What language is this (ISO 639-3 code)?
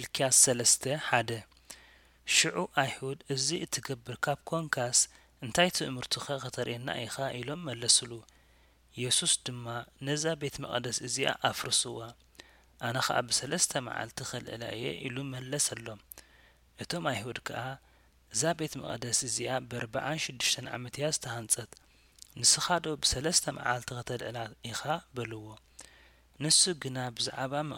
tir